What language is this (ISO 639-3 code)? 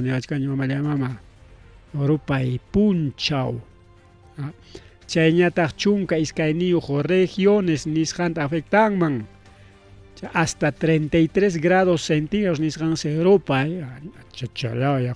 quy